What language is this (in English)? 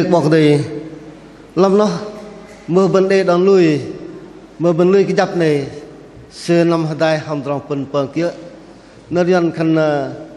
Bahnar